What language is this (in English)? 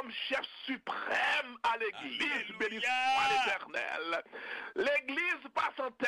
Haitian Creole